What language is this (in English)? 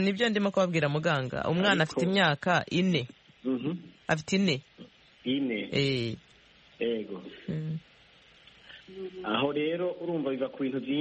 Kinyarwanda